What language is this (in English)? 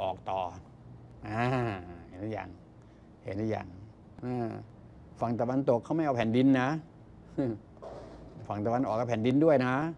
Thai